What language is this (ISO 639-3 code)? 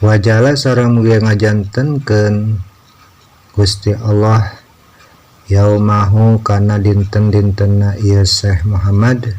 sun